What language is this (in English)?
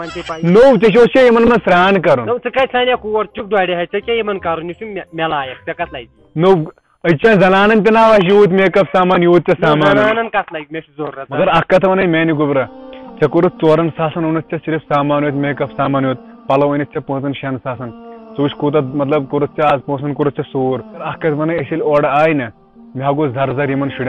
Kashmiri